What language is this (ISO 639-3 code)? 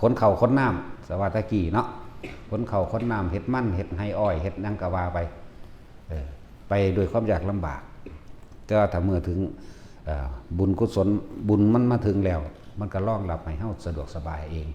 lao